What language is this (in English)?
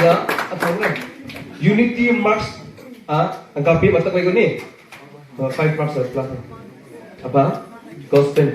Wancho Naga